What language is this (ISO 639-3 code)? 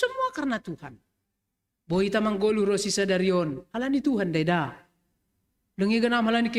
bts